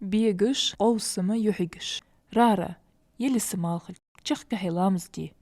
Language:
Ingush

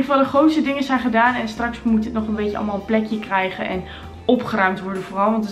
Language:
Dutch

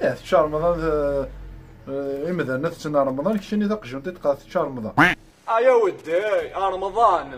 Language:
Kabyle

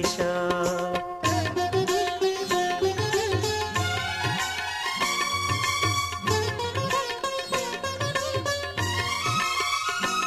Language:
Telugu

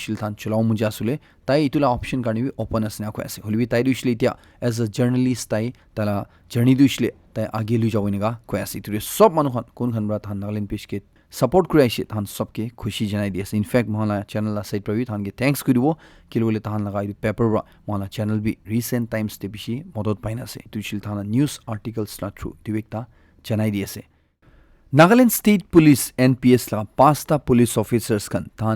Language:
Naga Pidgin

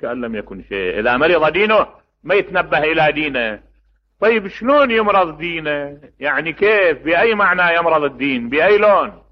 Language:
Mesopotamian Arabic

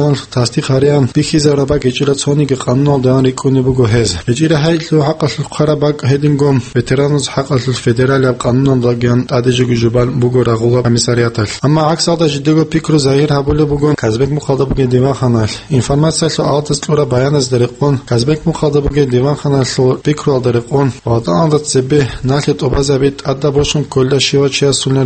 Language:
Avaric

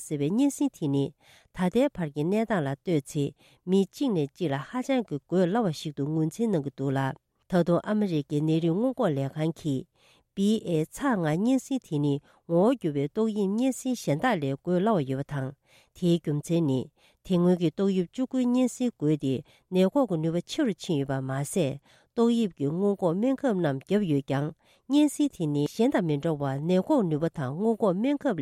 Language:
Tibetan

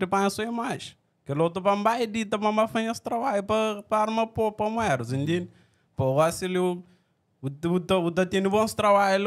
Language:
Kabuverdianu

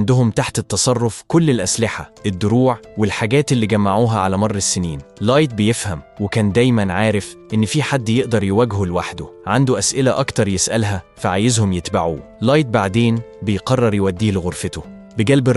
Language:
Egyptian Arabic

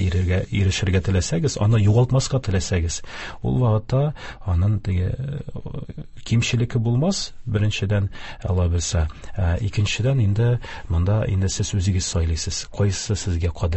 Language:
Tatar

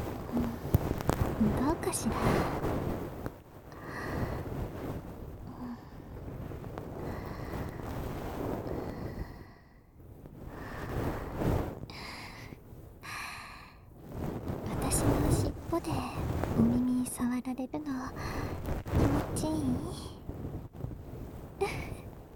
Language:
Japanese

